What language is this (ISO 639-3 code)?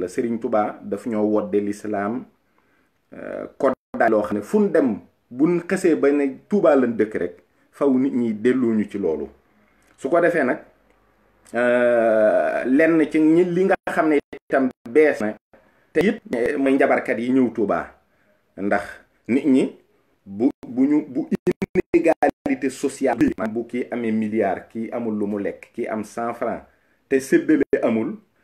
wol